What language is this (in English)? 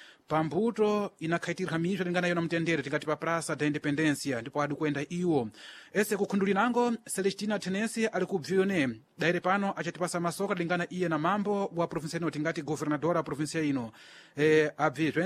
Sena